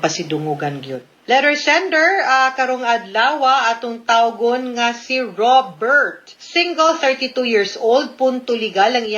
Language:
Cebuano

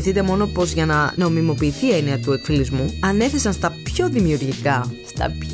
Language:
Greek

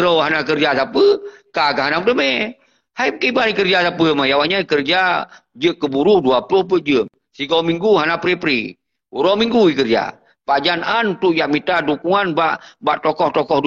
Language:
Achinese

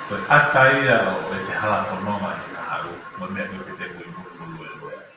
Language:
Tongan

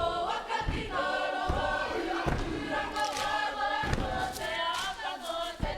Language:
Māori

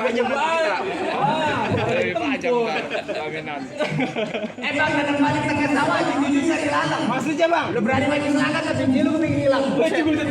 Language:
Betawi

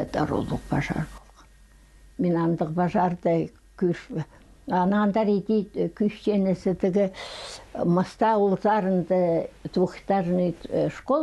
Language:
Khakas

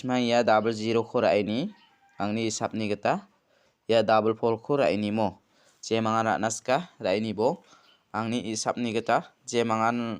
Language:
Garo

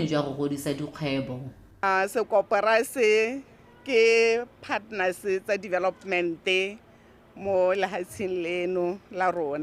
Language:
Tswana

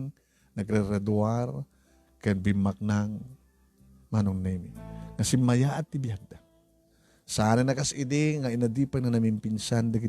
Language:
Iloko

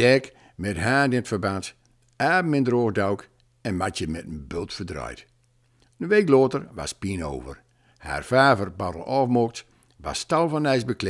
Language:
Gronings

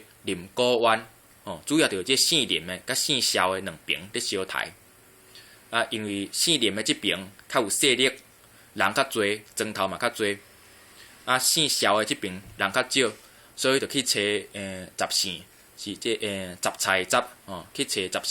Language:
Min Nan Chinese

